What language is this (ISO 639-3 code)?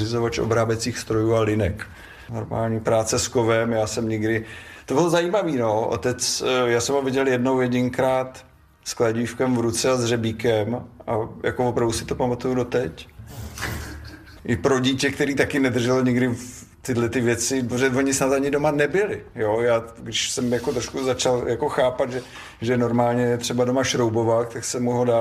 ces